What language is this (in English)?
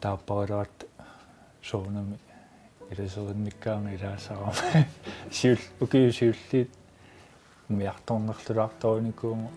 Kalaallisut